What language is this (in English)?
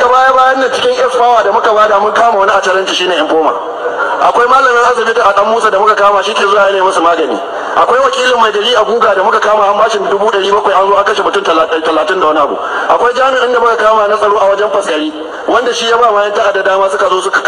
Hausa